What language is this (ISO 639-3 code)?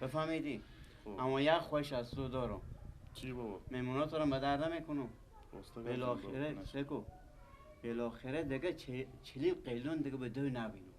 fas